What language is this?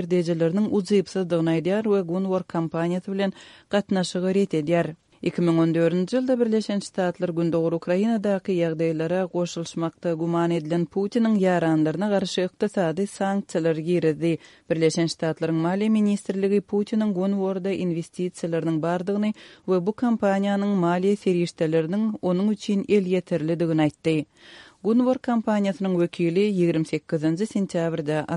Turkmen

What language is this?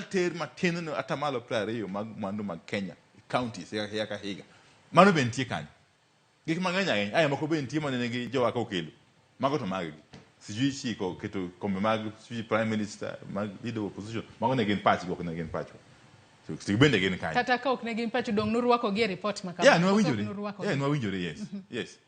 Luo (Kenya and Tanzania)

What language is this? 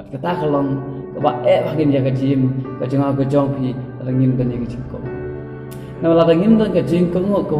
Khasi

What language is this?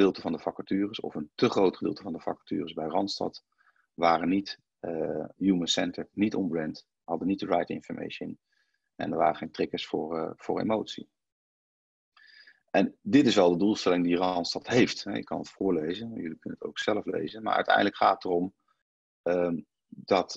Dutch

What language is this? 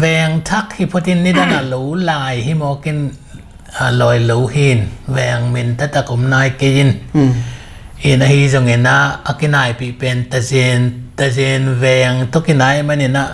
Tedim Chin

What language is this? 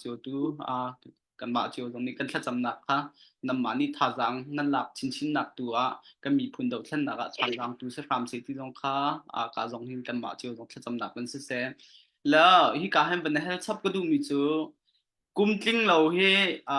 Hakha Chin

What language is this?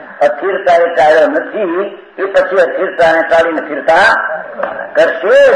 Gujarati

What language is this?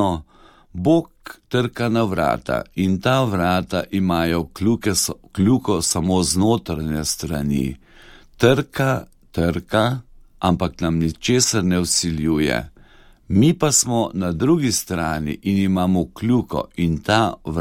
Slovenian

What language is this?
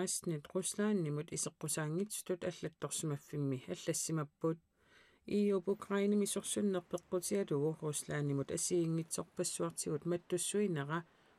Kalaallisut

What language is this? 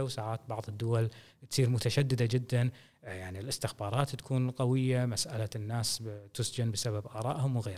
Gulf Arabic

